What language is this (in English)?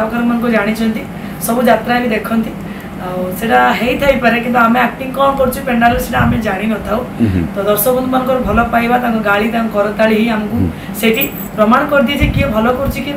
Odia